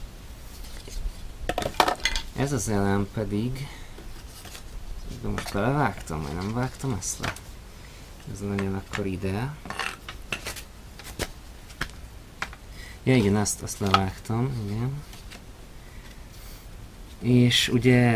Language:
Hungarian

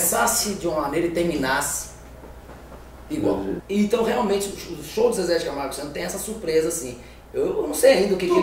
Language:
Portuguese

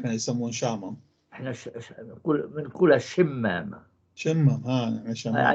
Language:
North Levantine Arabic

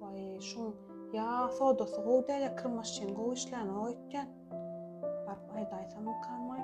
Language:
Turkmen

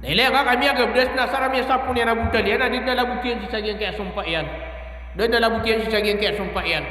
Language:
Maranao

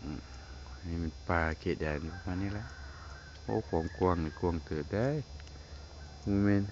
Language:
Lao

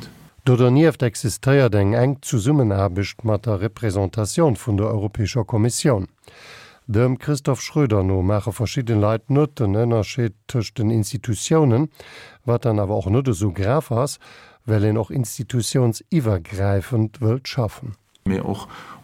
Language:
Luxembourgish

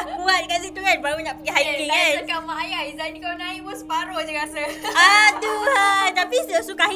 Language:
Malay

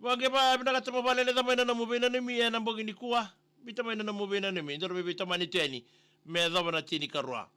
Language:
Fijian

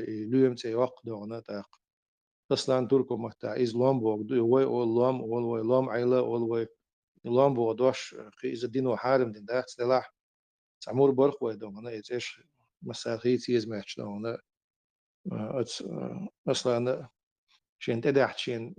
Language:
Chechen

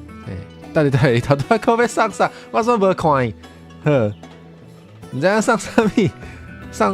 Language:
Min Nan Chinese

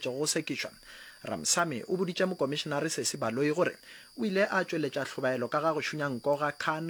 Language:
Northern Sotho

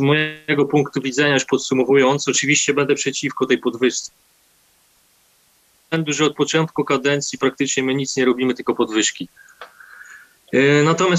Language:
Polish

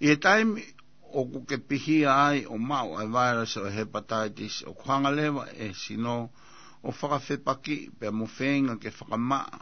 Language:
Tongan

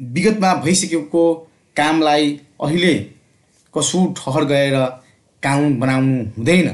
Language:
Nepali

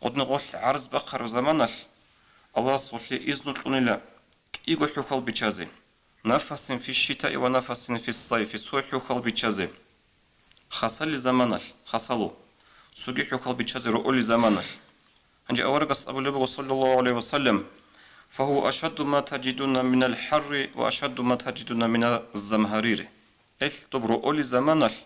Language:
Avaric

